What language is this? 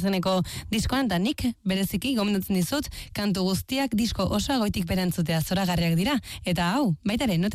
Basque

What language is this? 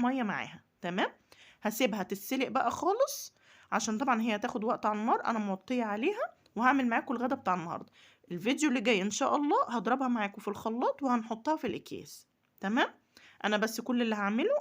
Egyptian Arabic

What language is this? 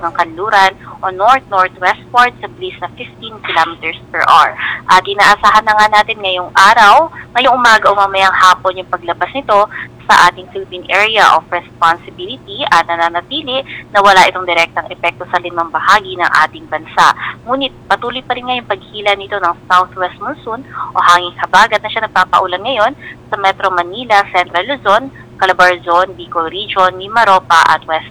Filipino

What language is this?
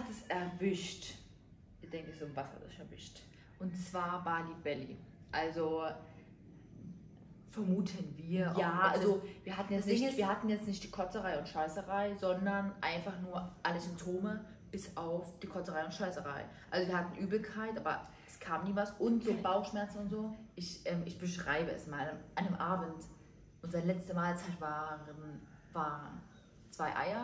German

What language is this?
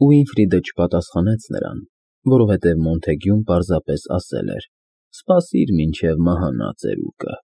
Armenian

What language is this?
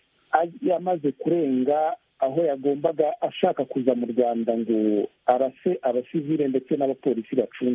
Kinyarwanda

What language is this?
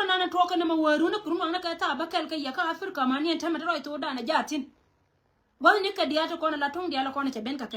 Nuer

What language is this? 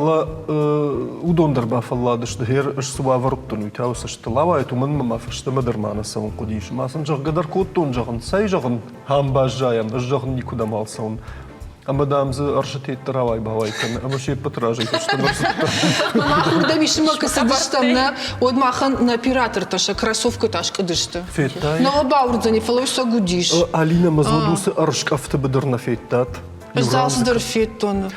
Ossetic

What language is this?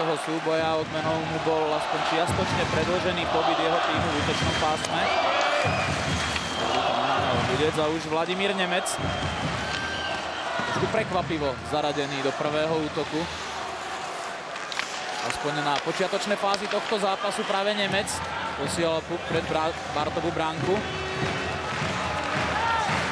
Slovak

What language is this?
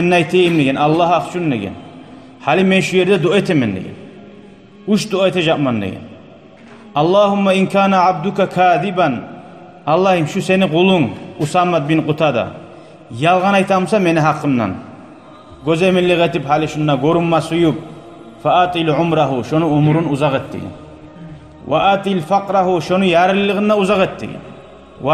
Kumyk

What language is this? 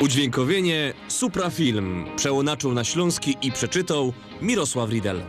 Silesian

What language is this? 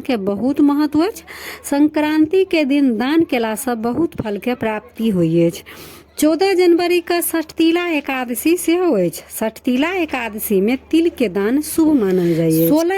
Maithili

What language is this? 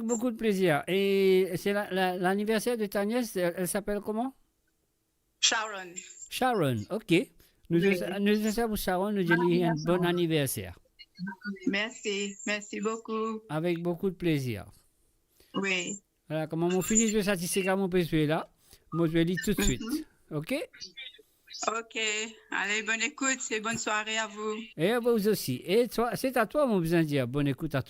Morisyen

